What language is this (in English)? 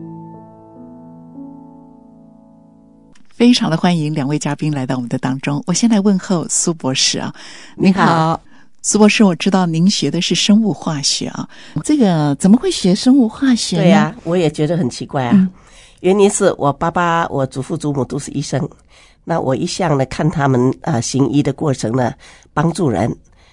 Chinese